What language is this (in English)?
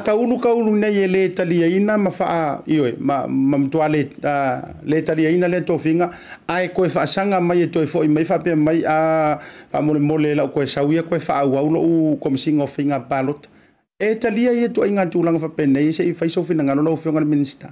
Samoan